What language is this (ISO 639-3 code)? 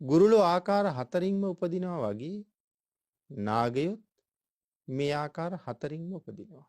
sin